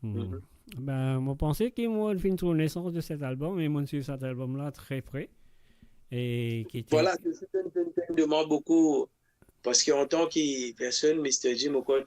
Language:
Morisyen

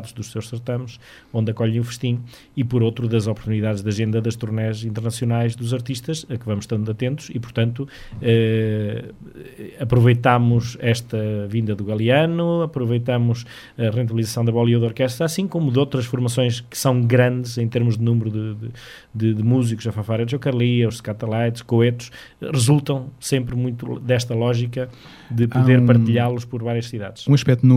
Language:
Portuguese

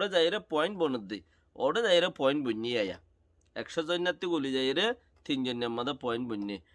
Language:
Rohingya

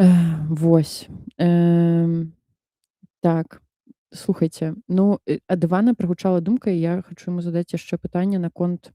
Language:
Belarusian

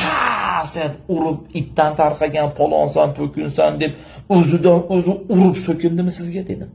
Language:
Uzbek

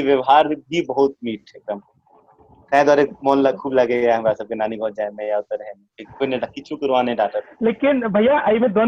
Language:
Maithili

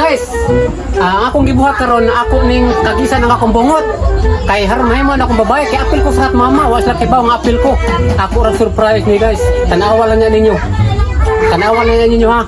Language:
Cebuano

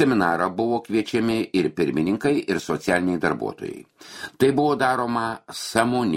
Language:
Lithuanian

